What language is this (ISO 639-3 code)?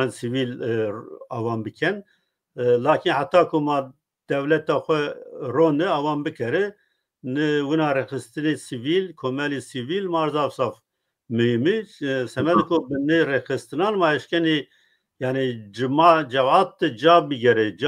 zza